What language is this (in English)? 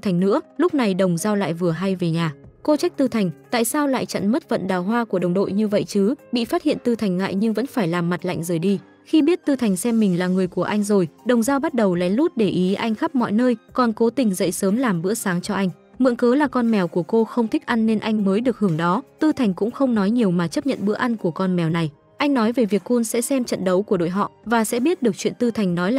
Vietnamese